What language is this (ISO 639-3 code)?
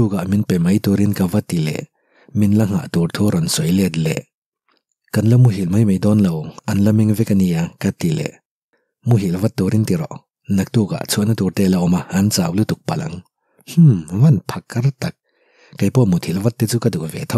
lus